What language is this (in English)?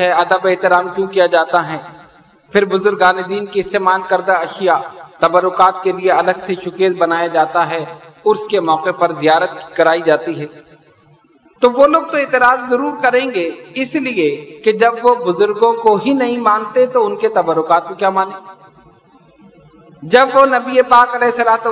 Urdu